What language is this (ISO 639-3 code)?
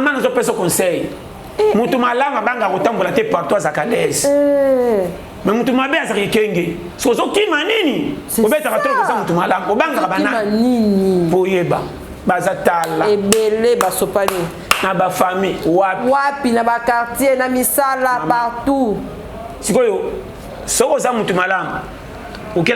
lin